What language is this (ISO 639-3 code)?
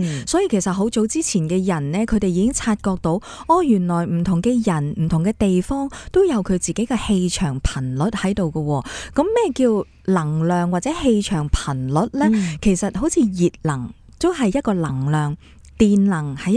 yue